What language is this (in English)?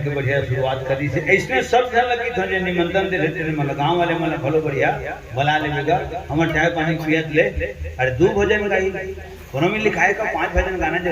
Chhattisgarhi